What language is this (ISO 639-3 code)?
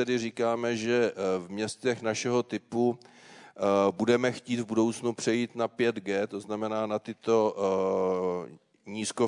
ces